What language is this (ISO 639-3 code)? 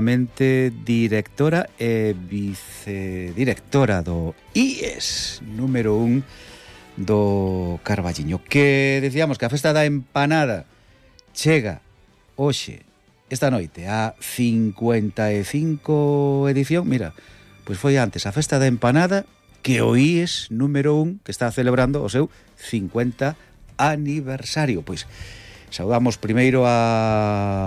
glg